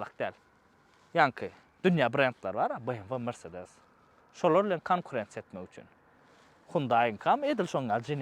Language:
Turkmen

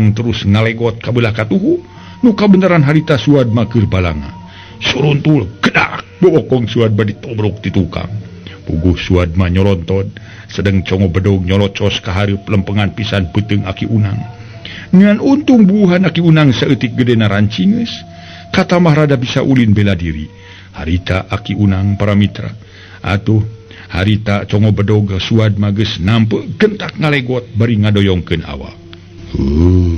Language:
Sundanese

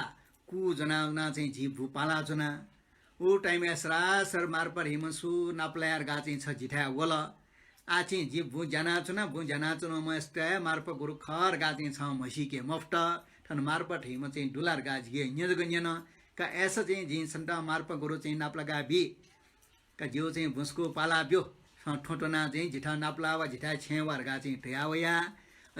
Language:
Newari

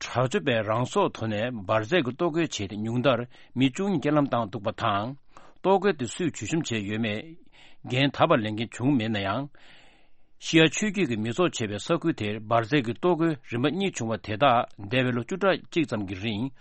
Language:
Tibetan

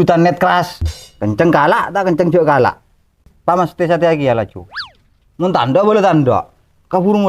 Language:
Madurese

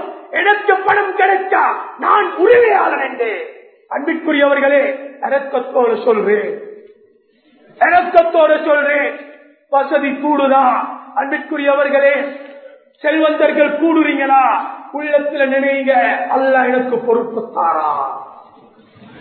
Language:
Tamil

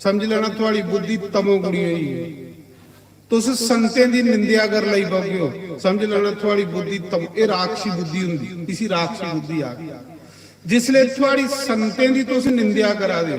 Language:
Dogri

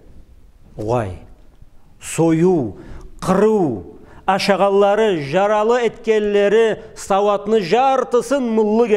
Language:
Karachay-Balkar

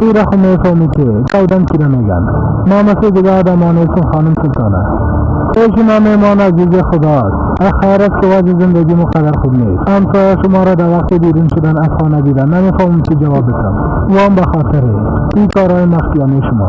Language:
Persian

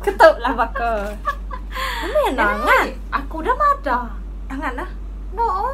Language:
Iban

